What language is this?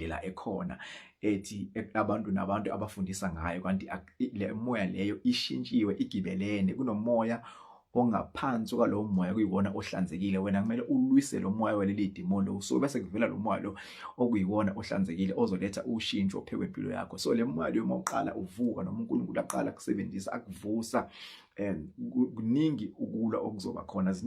Zulu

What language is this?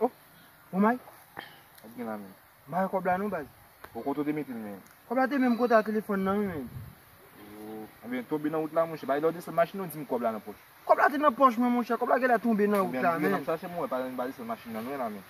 Haitian Creole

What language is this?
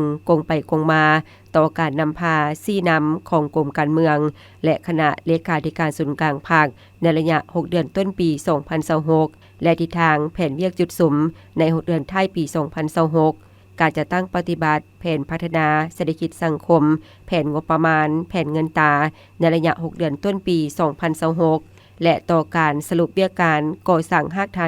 Lao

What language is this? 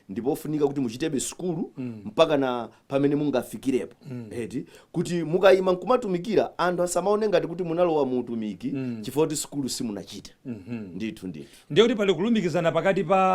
Nyanja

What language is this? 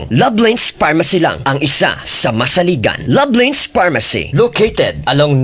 Hiligaynon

